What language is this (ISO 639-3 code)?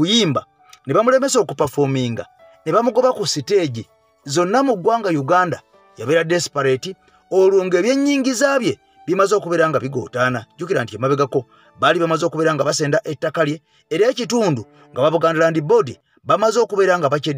lug